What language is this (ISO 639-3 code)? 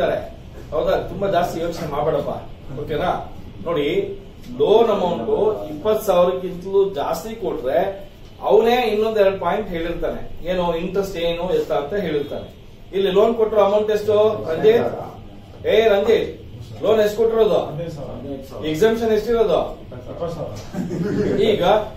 kan